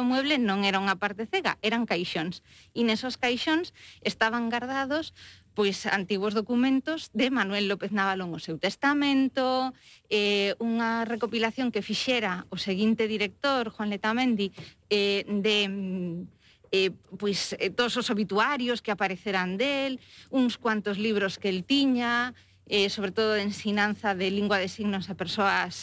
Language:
Galician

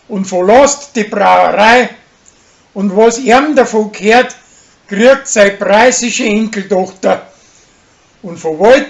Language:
Bavarian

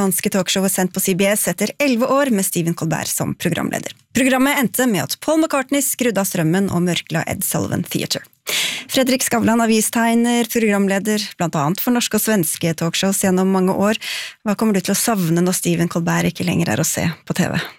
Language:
Norwegian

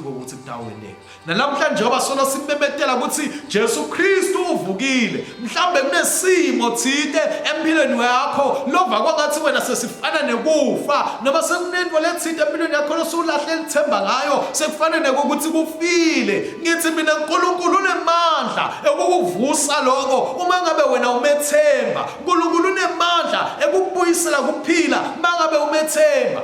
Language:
Swati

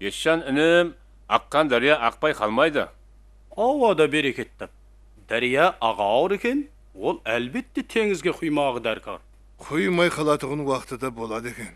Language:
Kara-Kalpak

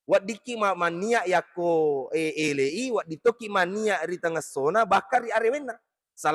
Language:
Buginese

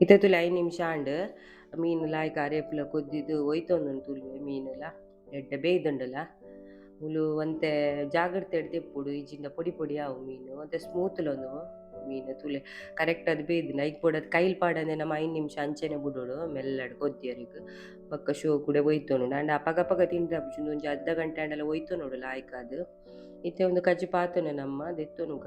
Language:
Tulu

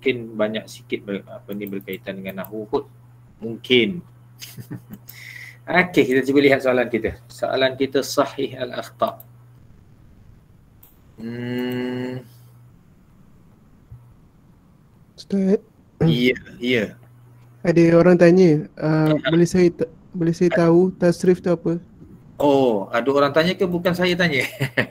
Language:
Malay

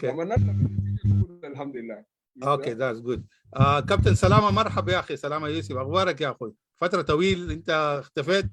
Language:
Sudanese Arabic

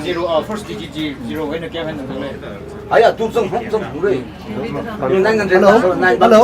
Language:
Tangkhul Naga (India)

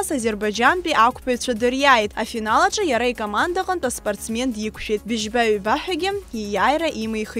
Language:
Abkhazian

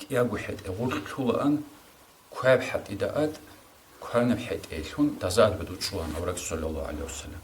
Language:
Avaric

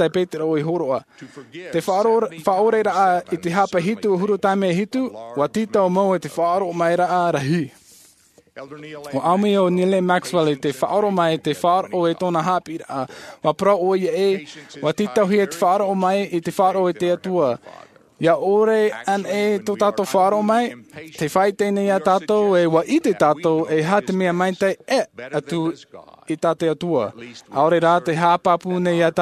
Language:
Tahitian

